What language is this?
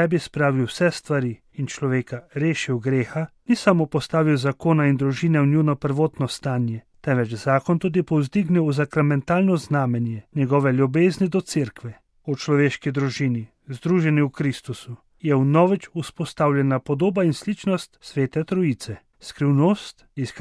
Slovenian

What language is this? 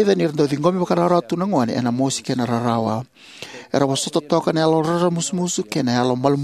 Fijian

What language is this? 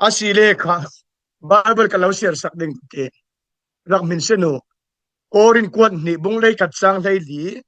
Falam Chin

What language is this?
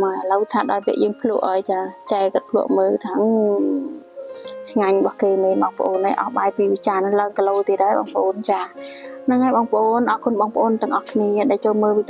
Khmer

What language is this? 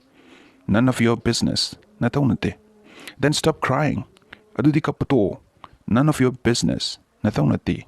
Manipuri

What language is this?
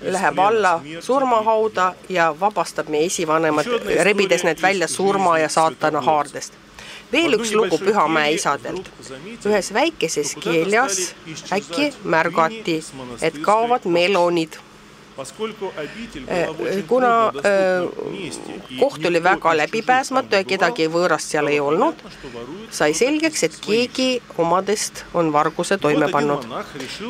Estonian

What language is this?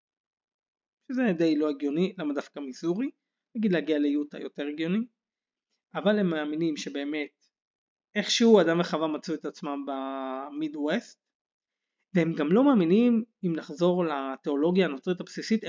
Hebrew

